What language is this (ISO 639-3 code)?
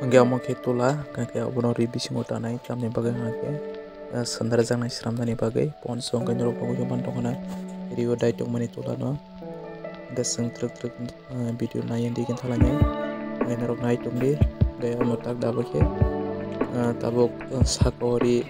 trp